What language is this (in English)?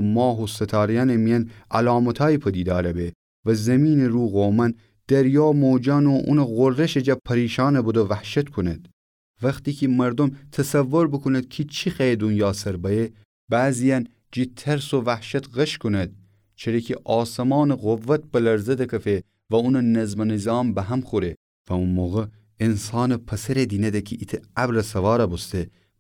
Gilaki